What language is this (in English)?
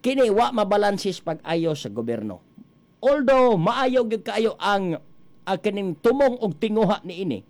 Cebuano